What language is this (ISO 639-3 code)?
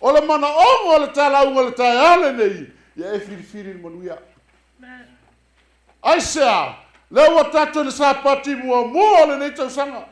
smo